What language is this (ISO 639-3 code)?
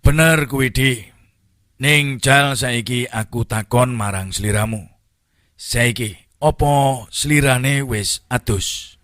jav